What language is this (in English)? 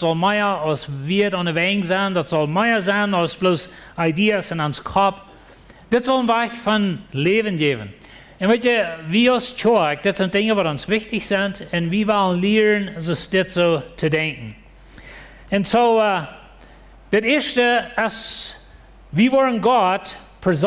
Plautdietsch